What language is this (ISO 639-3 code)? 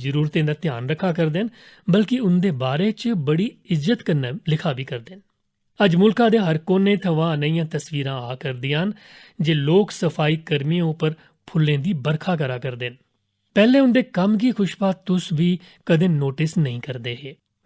doi